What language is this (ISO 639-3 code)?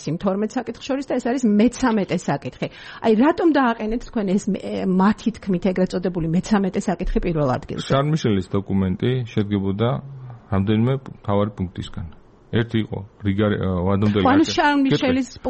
kat